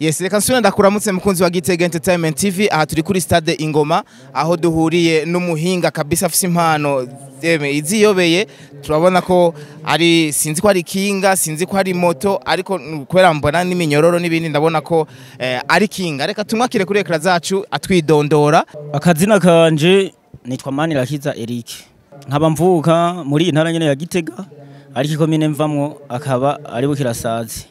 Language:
Rundi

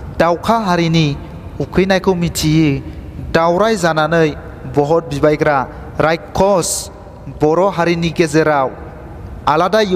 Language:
Bodo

